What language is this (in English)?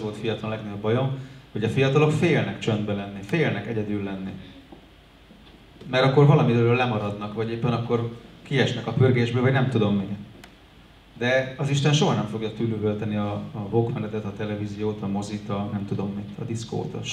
Hungarian